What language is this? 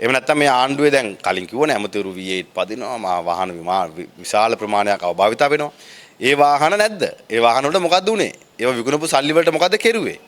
Sinhala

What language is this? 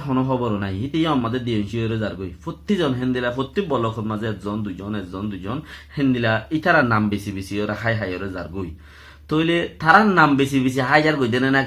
Rohingya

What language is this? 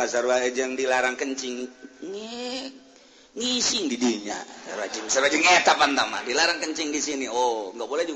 Sundanese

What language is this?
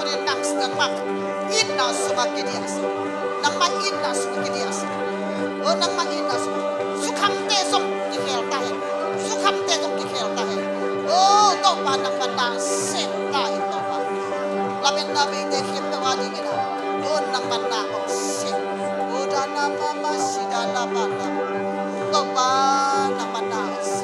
Tedim Chin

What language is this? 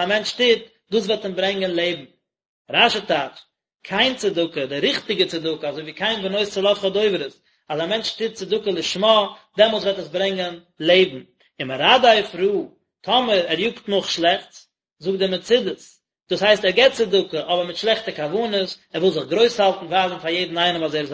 Yiddish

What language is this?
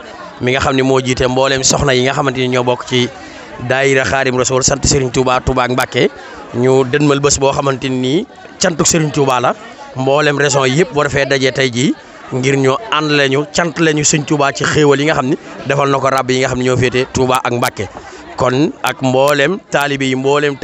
Wolof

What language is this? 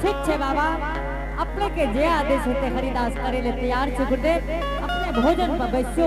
Angika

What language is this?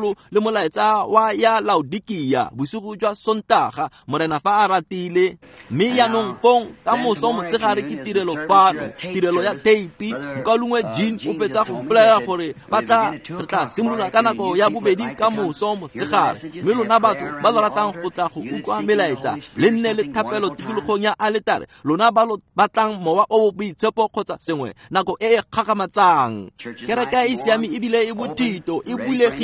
Tswana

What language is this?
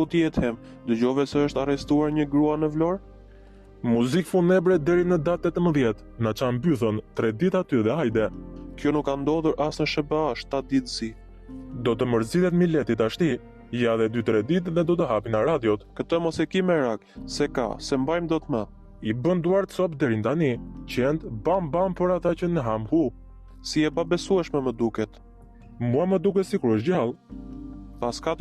Albanian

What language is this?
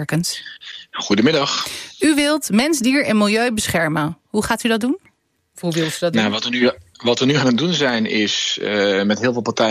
Dutch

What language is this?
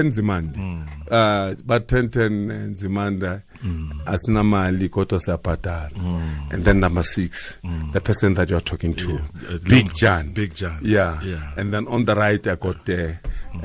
Tswana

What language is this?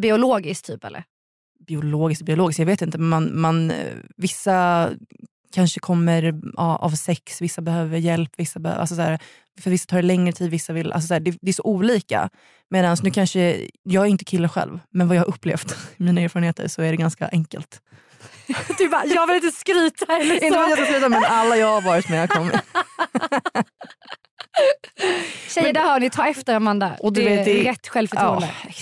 Swedish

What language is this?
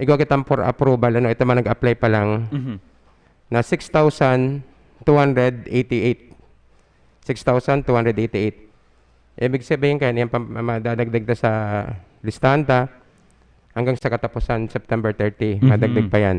Bikol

